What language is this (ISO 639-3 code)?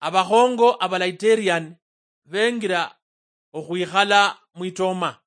luy